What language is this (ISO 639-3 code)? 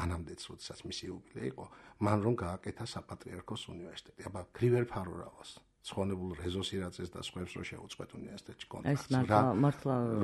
kat